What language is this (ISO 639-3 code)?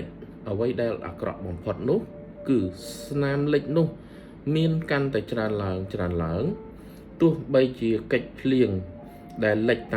khm